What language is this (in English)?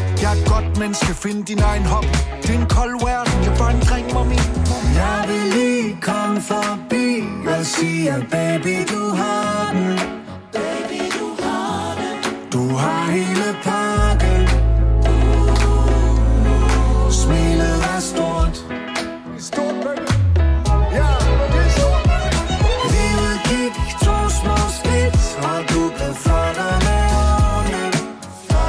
Danish